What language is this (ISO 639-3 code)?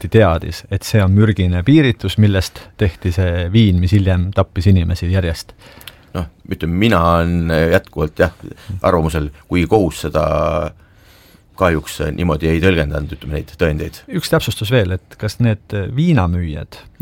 est